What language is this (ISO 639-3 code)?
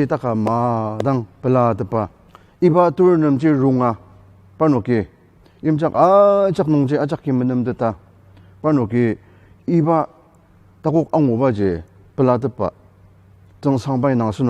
njo